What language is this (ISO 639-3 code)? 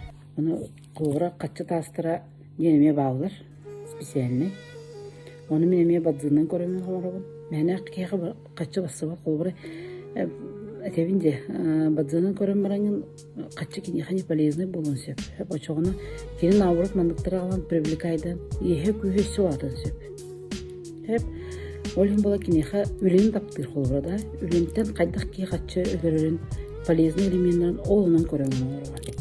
sah